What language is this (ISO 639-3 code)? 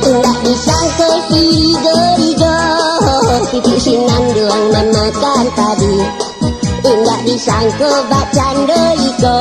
min